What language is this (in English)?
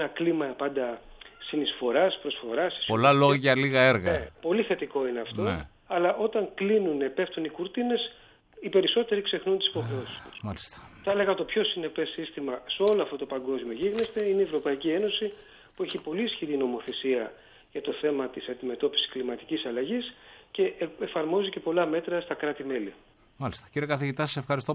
Greek